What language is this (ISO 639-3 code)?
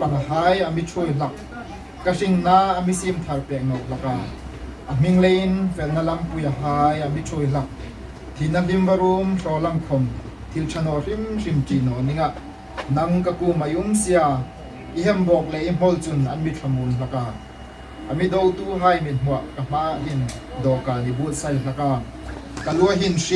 hmr